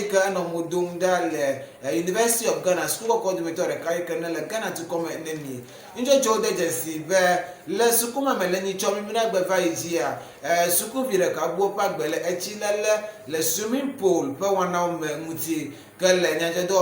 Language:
Ewe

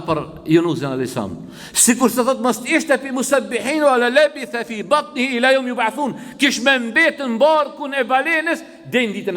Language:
Albanian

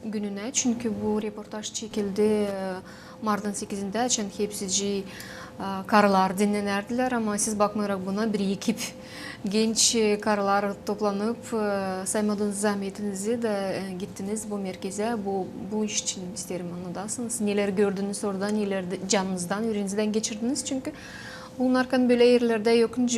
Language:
Gagauz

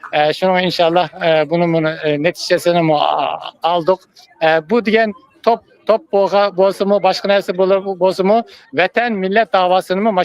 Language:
Uyghur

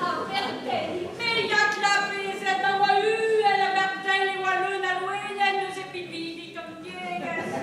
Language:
Breton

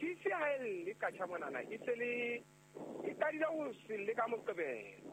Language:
Southern Sotho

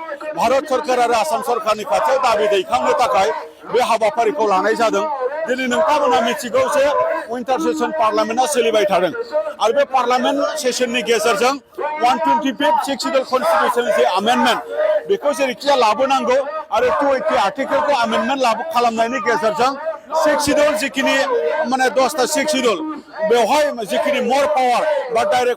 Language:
Bodo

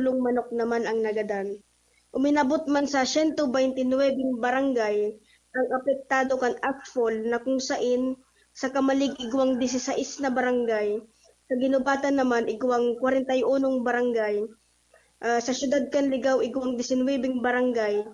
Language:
Bikol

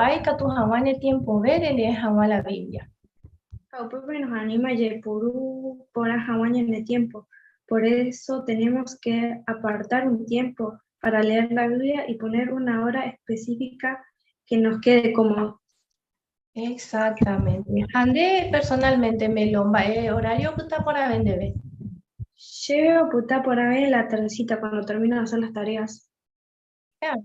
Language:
Guarani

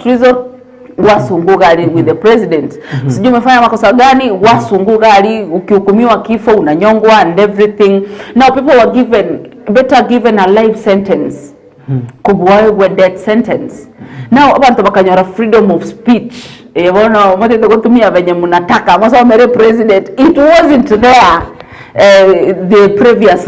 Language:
Gusii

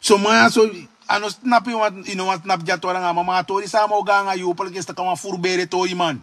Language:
Sranan Tongo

